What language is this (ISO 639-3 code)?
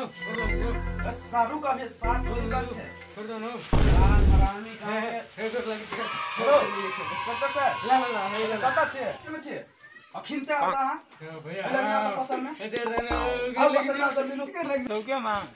mai